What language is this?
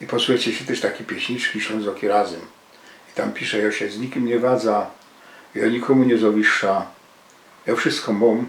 Silesian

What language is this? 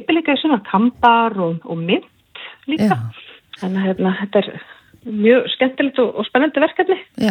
Icelandic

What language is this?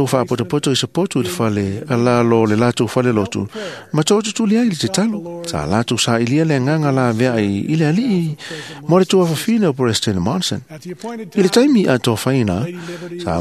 Samoan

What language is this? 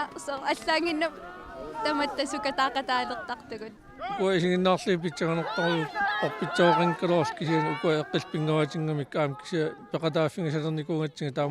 Kalaallisut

